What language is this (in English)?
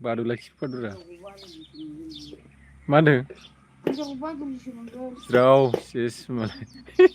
Bodo